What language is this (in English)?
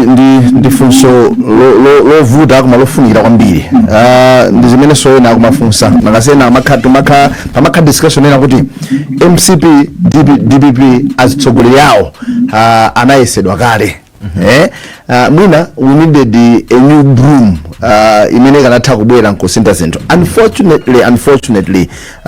Nyanja